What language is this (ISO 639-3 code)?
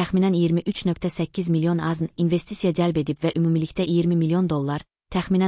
aze